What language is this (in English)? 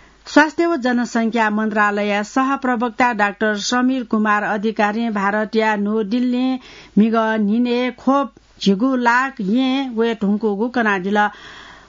Newari